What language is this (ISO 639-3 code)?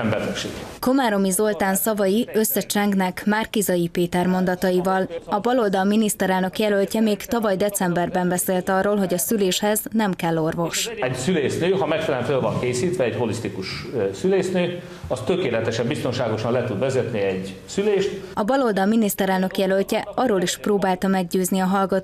hun